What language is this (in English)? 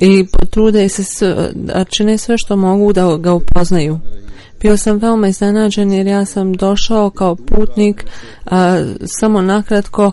Bosnian